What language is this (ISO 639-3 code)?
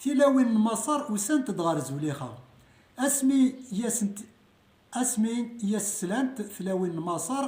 kab